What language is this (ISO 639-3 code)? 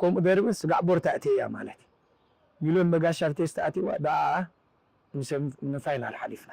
tir